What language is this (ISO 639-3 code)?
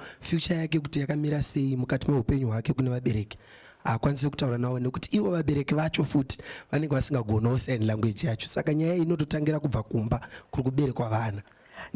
sna